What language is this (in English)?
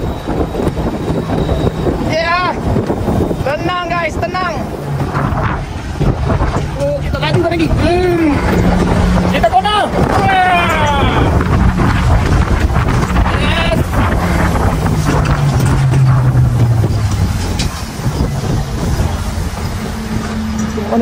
Malay